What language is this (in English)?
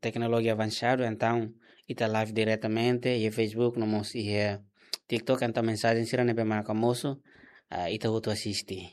Tetum